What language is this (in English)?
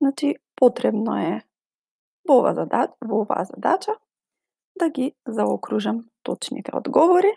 Macedonian